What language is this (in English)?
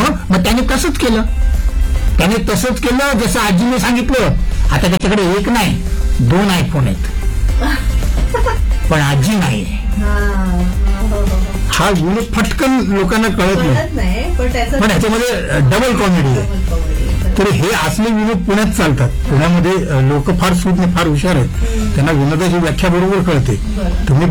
Marathi